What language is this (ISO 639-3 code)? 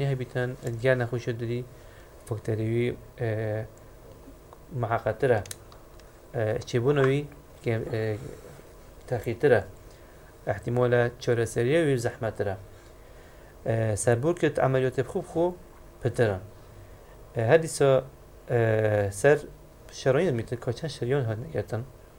fas